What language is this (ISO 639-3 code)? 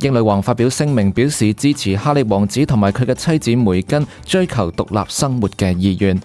yue